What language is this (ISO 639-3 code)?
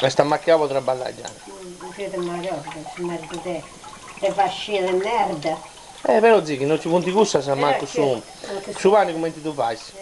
srd